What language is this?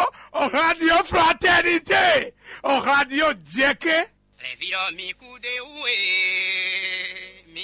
Fon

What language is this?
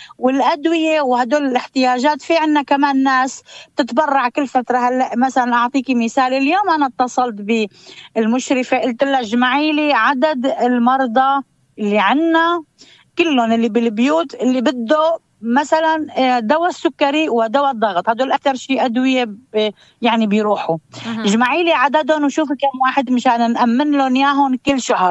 North Levantine Arabic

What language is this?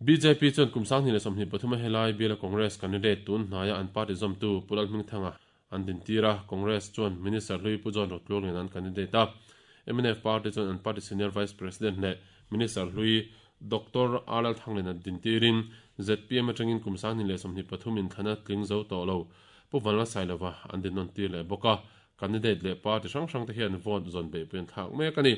Mizo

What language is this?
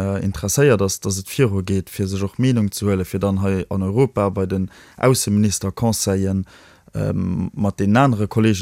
Luxembourgish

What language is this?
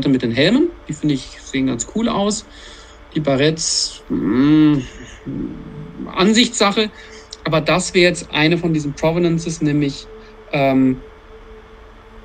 German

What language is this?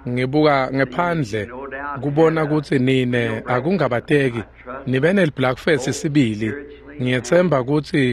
Swati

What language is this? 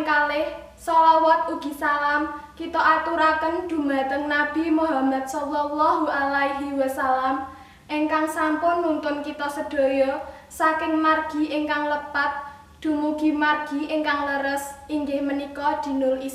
Javanese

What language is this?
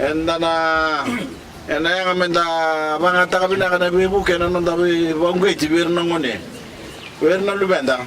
Fijian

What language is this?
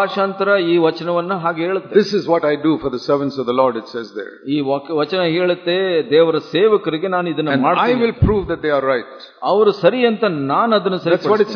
Kannada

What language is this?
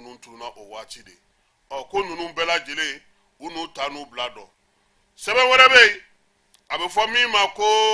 Bambara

